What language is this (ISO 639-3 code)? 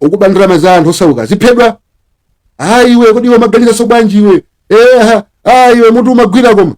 nya